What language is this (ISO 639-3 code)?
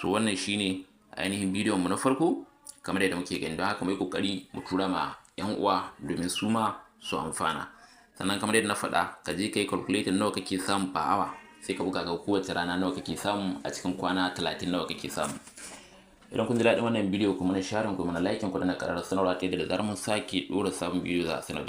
hau